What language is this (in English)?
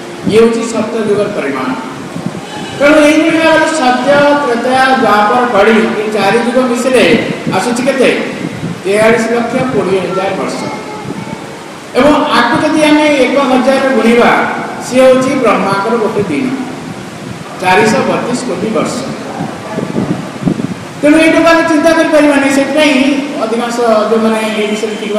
Odia